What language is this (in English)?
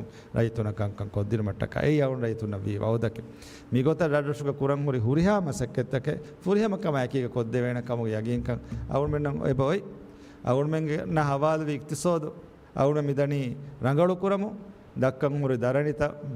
Divehi